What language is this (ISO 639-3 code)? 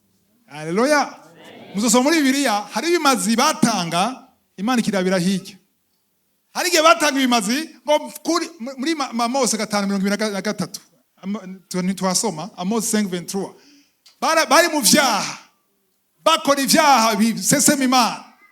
run